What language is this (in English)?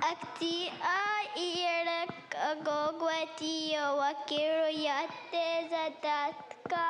Mohawk